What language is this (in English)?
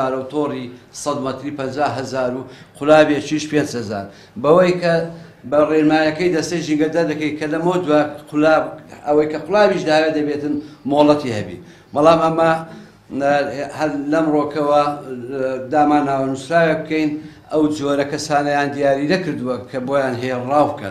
Central Kurdish